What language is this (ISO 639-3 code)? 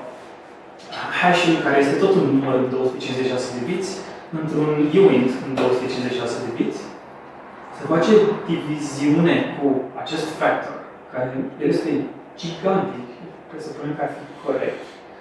ron